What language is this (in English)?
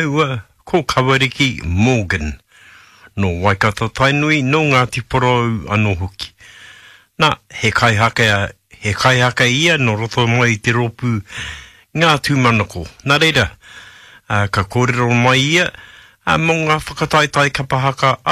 Māori